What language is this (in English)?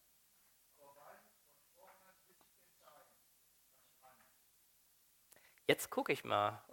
German